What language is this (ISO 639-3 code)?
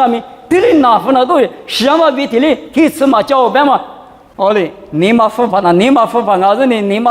lis